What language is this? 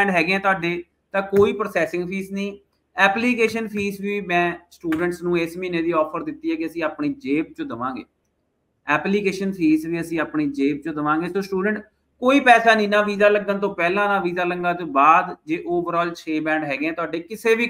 Punjabi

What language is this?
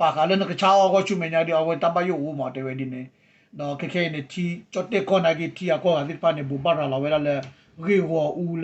S'gaw Karen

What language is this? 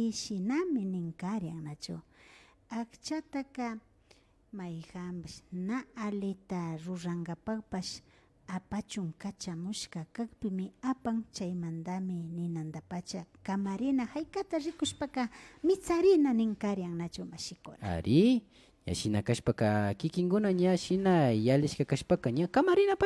Imbabura Highland Quichua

